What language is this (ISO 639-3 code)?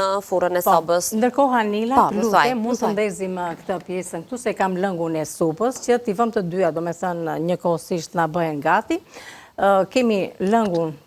sqi